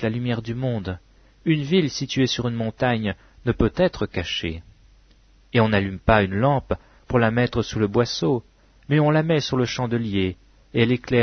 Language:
French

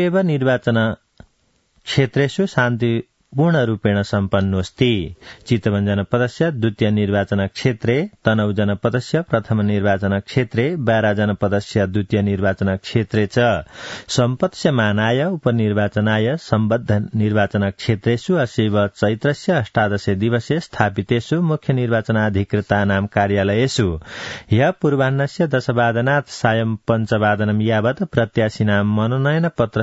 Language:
Sanskrit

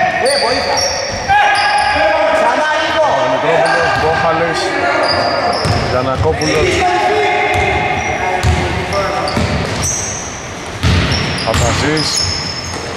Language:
Greek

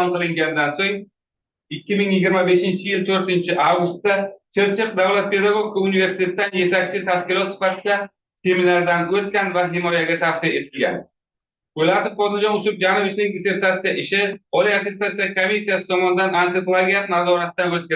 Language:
Uzbek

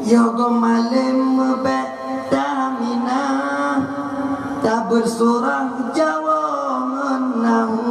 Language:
Achinese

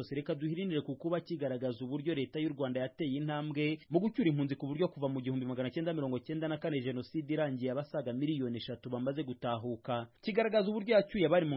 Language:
Kinyarwanda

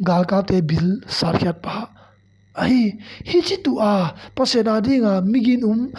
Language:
Tedim Chin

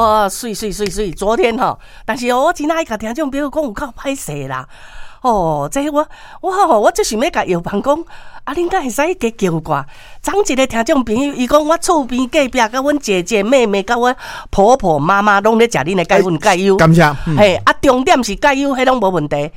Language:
Min Nan Chinese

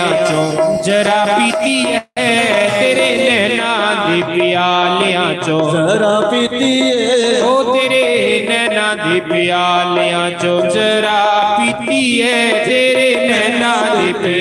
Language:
Dogri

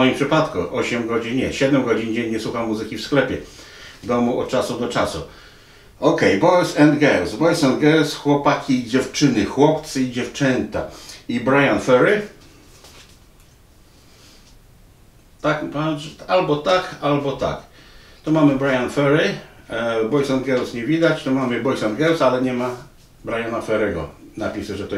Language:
Polish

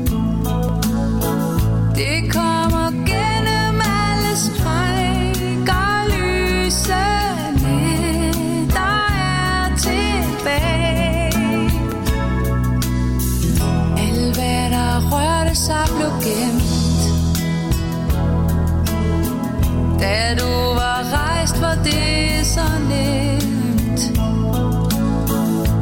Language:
Danish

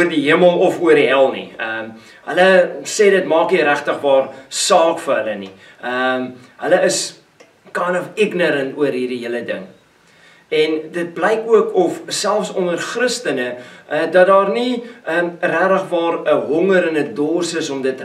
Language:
Afrikaans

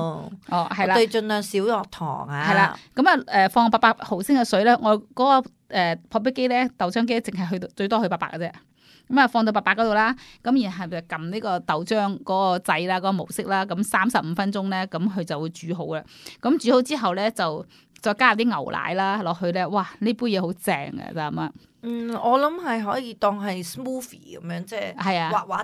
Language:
Cantonese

